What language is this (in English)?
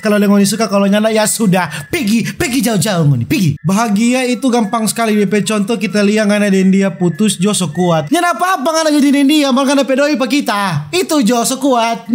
Manado Malay